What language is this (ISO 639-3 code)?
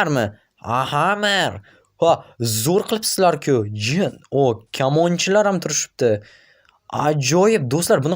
uzb